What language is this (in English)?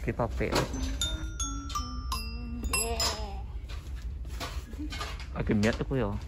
Malay